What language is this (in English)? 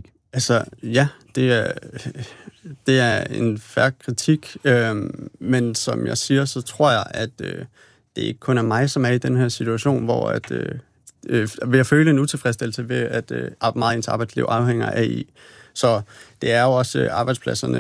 Danish